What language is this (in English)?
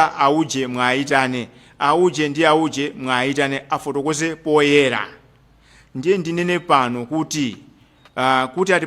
Nyanja